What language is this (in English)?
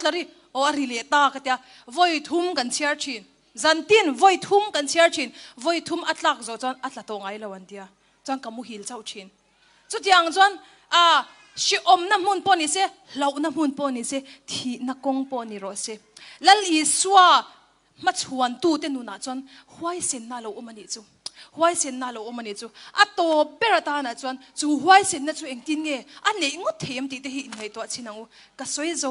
Hakha Chin